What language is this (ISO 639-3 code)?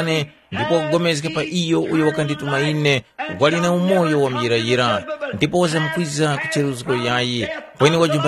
tum